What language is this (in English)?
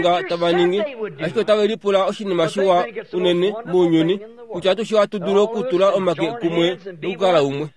Kuanyama